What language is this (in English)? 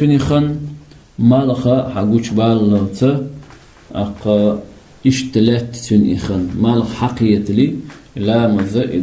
Chechen